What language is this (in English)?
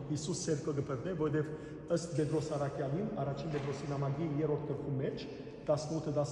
Western Armenian